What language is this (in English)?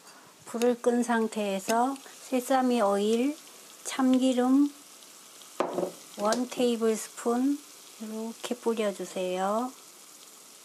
Korean